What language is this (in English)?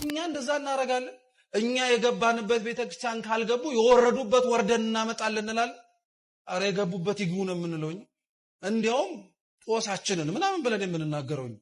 Amharic